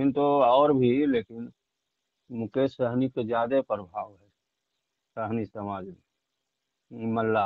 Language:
Magahi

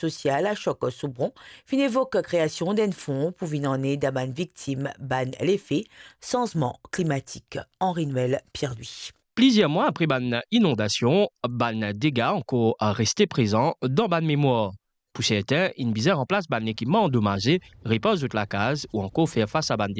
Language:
Morisyen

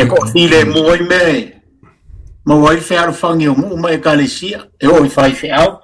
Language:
Samoan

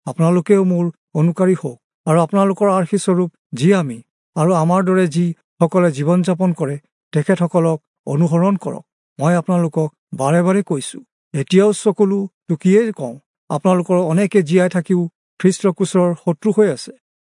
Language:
Assamese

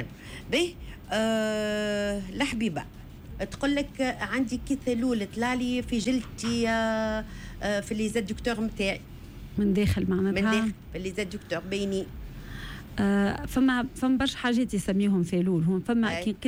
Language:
Tunisian Arabic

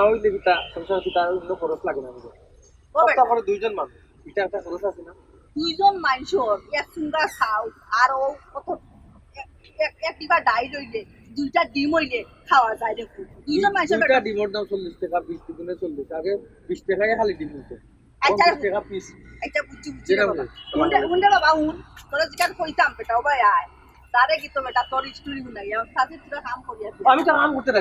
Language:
Sylheti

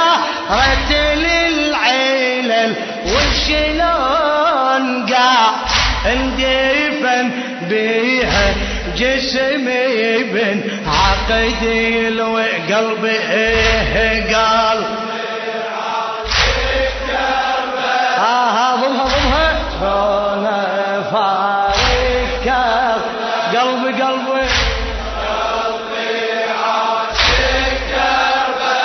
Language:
Arabic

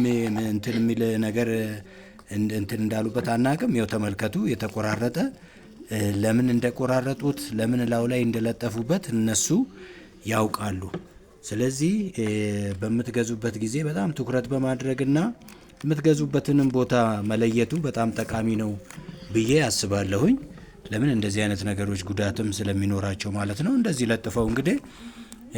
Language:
Amharic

